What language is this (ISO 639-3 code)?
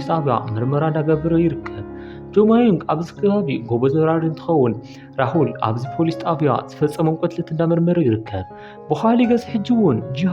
tir